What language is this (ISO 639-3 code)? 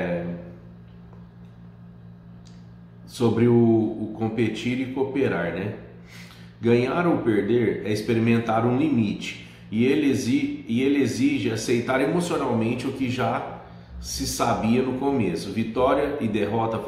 por